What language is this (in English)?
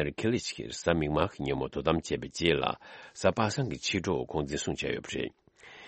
Tibetan